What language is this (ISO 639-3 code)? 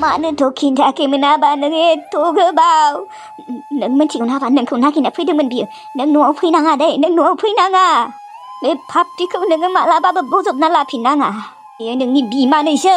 brx